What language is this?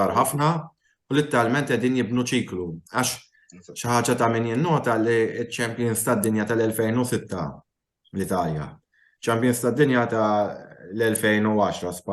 Maltese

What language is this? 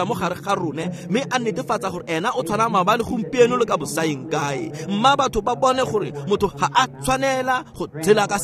Tswana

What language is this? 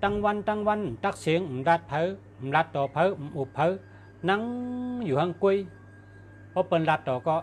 Shan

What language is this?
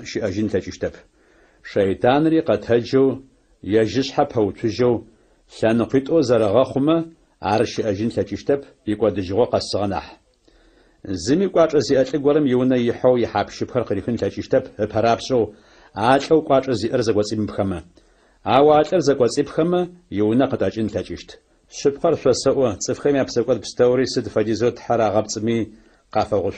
Adyghe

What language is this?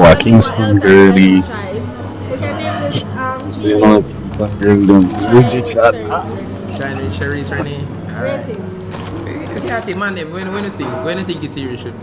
Jamaican Creole English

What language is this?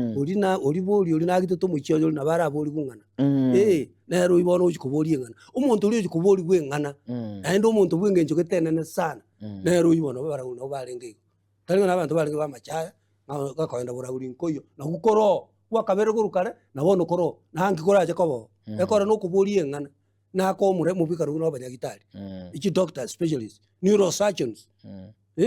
Gusii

